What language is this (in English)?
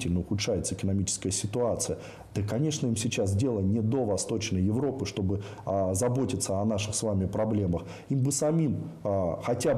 Russian